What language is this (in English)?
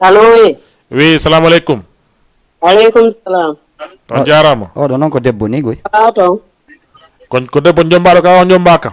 Fula